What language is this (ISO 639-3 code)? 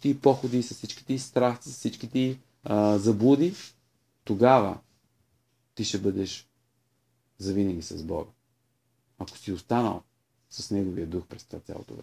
bul